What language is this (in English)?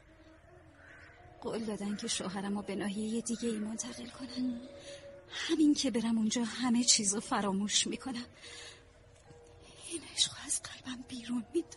Persian